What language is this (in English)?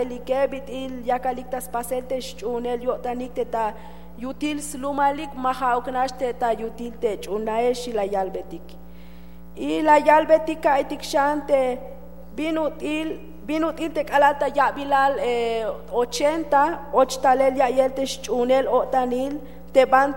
Tzeltal